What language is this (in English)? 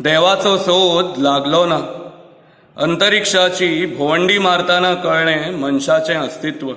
Konkani